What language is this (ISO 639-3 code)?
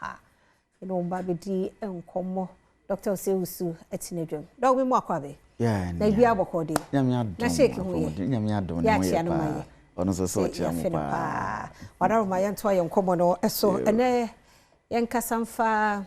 aka